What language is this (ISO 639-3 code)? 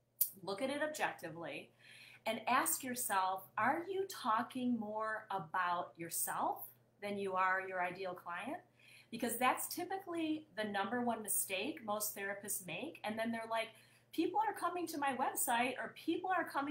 eng